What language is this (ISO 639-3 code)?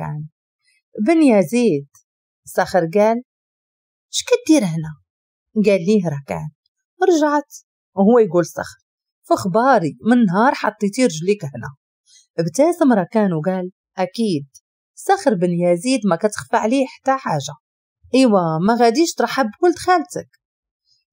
ary